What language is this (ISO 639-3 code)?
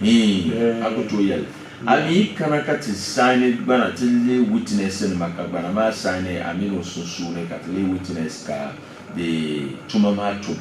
dag